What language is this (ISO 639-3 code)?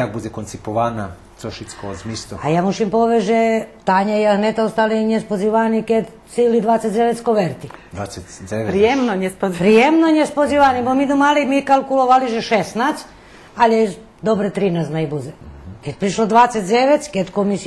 rue